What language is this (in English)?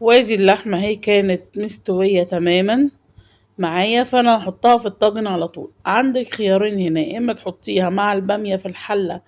Egyptian Arabic